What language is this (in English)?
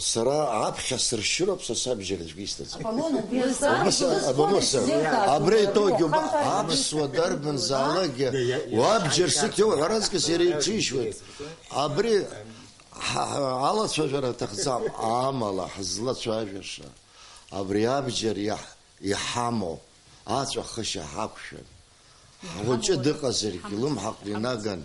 Abkhazian